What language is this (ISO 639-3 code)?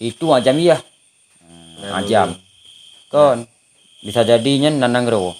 ace